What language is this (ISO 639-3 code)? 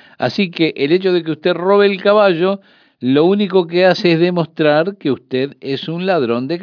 spa